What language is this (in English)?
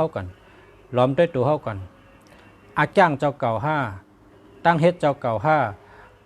Shan